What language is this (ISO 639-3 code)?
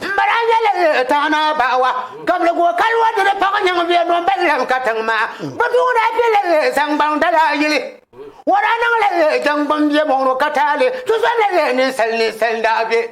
dag